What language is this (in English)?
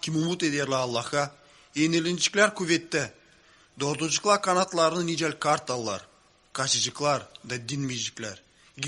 Gagauz